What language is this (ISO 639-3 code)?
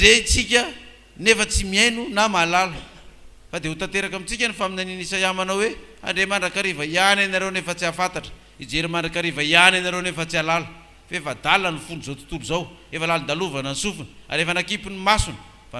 mlg